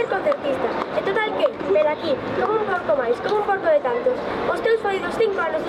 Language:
Galician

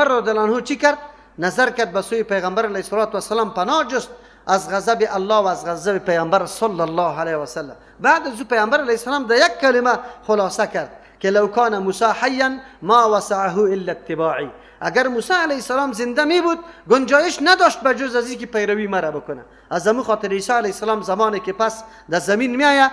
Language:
Persian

